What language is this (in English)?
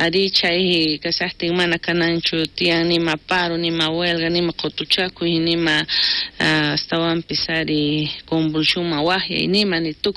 South Bolivian Quechua